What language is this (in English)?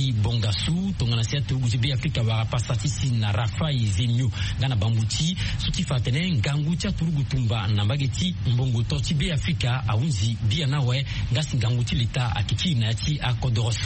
Sango